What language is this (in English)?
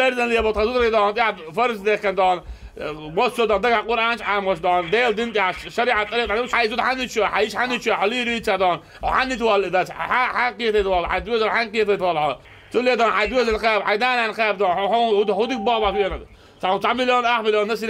Chechen